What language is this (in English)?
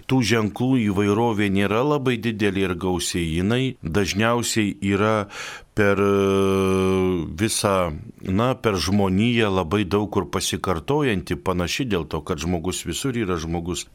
Lithuanian